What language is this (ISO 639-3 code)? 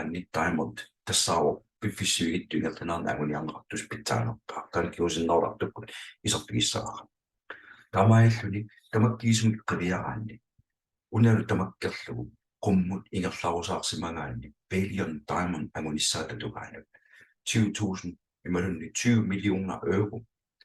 kal